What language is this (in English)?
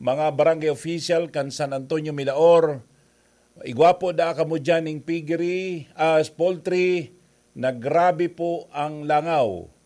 Bikol